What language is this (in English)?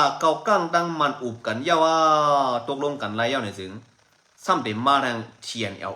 Shan